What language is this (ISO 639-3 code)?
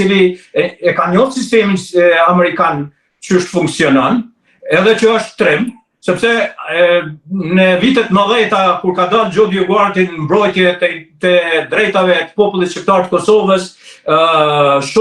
sqi